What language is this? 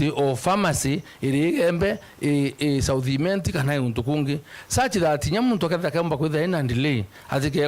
Meru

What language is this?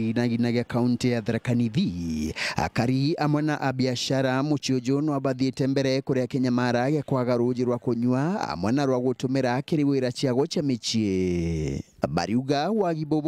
Meru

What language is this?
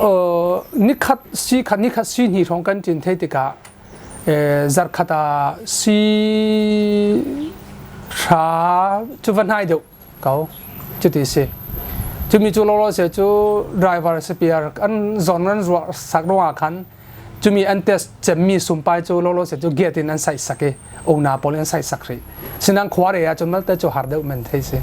Falam Chin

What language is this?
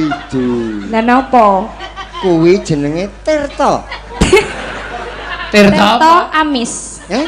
Javanese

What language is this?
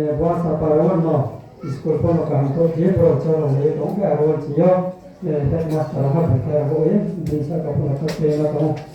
Riang (India)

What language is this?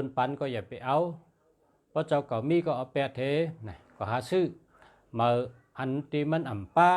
Shan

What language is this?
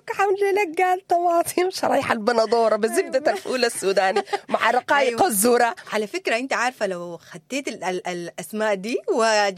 Sudanese Arabic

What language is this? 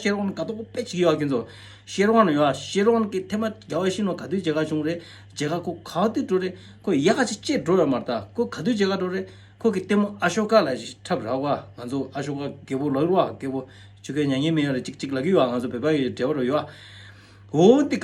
Tibetan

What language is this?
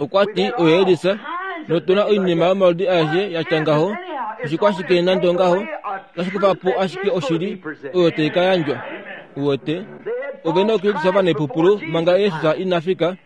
Kuanyama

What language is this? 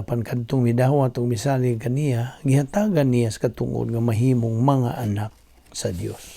Cebuano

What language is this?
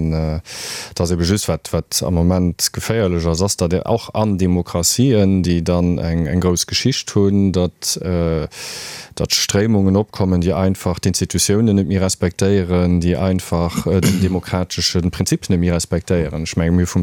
Luxembourgish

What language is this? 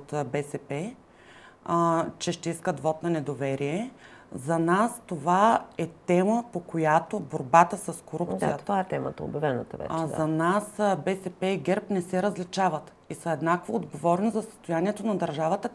Bulgarian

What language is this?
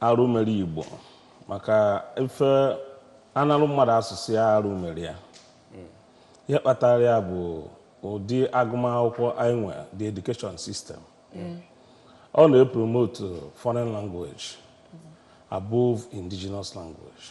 Igbo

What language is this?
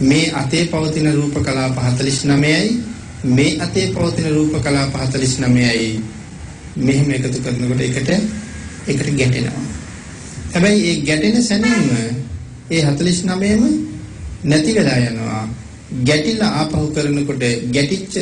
Sinhala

